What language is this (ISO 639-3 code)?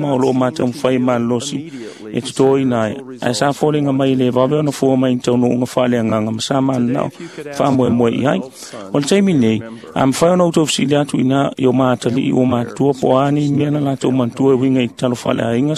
smo